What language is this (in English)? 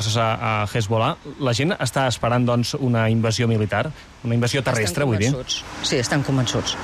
Catalan